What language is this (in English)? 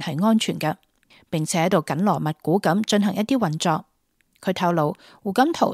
Cantonese